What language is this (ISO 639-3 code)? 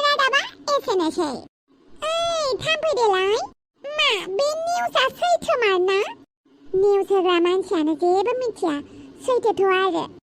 brx